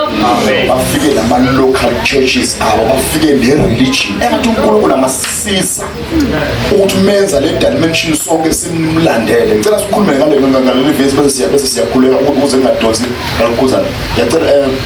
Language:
Zulu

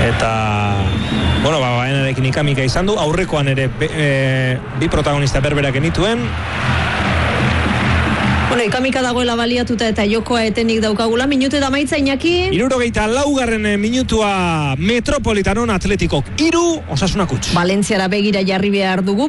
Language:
Basque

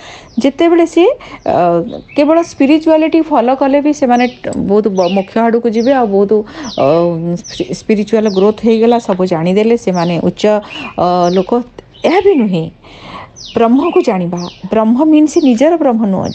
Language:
Odia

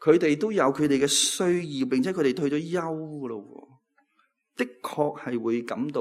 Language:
Cantonese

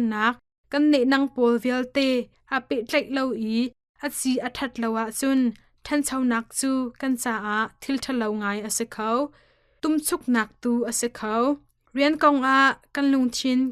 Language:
Hakha Chin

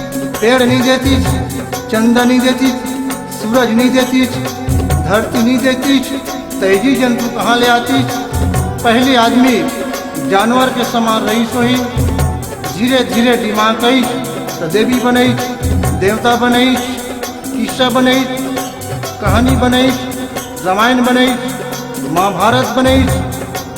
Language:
Chhattisgarhi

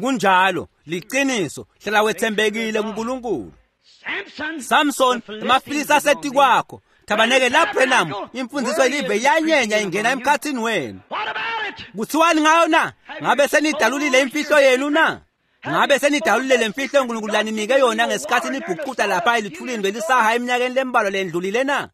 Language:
Swati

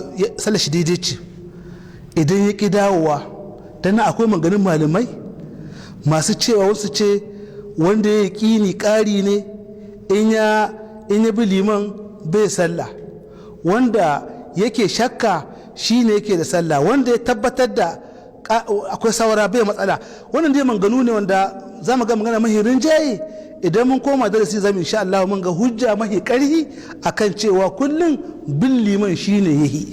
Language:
Hausa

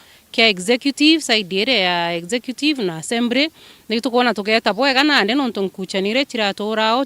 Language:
Meru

